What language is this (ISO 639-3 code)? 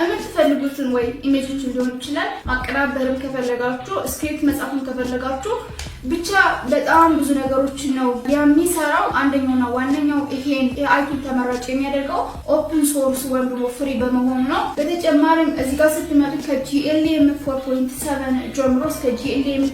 amh